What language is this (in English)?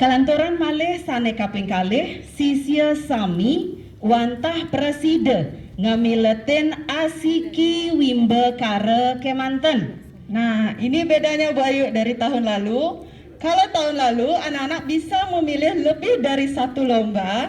Balinese